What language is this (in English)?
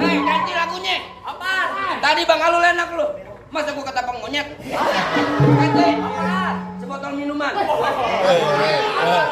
Betawi